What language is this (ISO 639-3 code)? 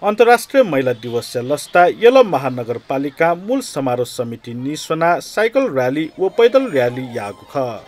new